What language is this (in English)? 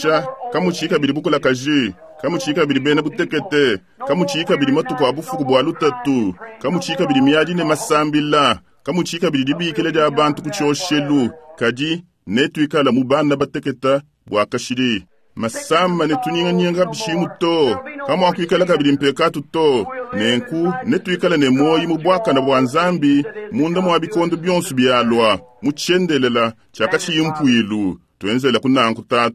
Luba-Lulua